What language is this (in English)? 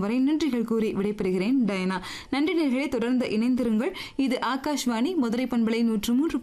Tamil